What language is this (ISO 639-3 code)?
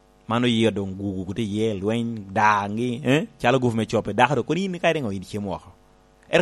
laj